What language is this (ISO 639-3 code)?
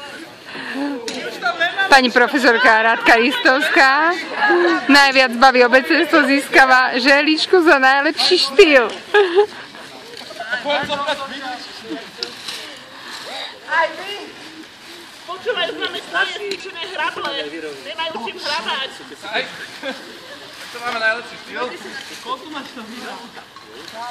slk